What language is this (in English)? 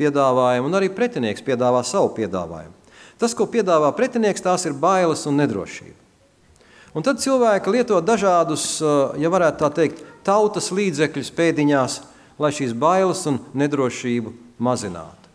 Latvian